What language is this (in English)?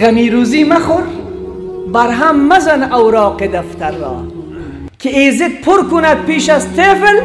Persian